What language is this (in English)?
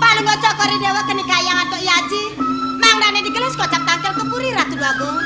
Balinese